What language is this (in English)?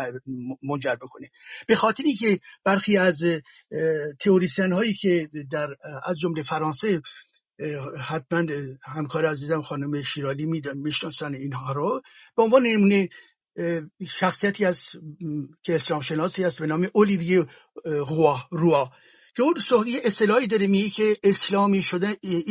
Persian